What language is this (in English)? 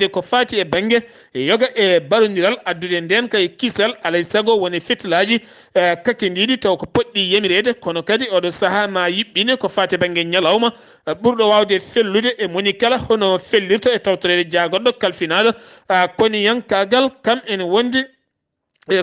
Fula